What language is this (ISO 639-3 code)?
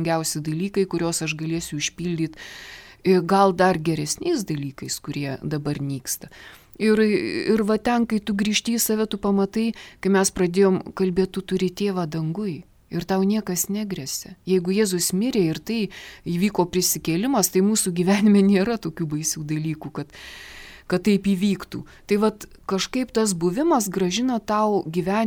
lit